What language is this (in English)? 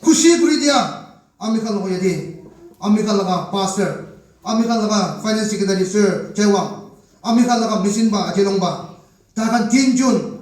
Naga Pidgin